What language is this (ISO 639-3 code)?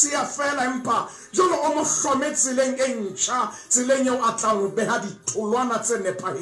sot